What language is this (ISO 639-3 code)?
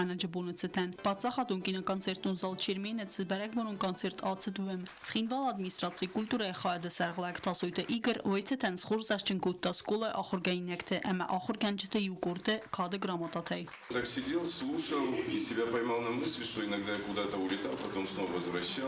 oss